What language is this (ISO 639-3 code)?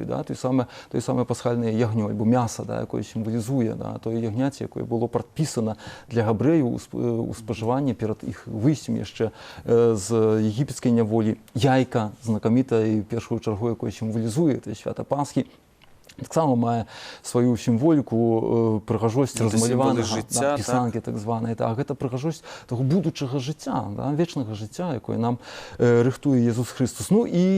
bel